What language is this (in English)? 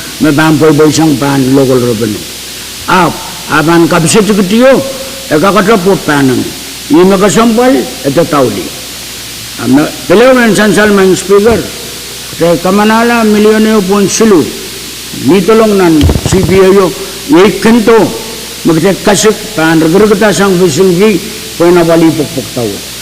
Pohnpeian